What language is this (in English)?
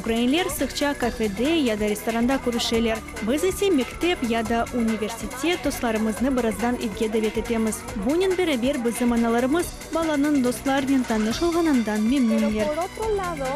Crimean Tatar